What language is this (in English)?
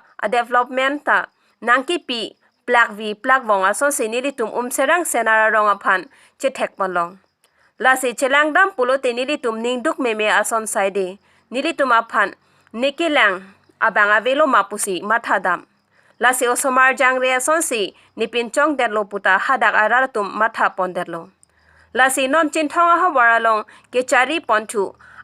Karbi